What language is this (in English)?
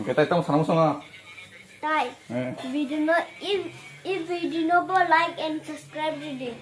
Kok Borok